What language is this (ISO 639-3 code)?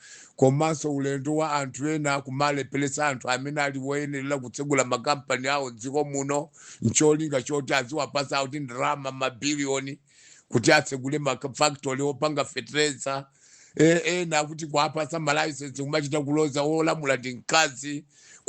nya